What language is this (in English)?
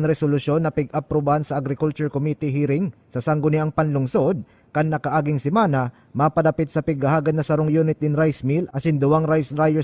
Bikol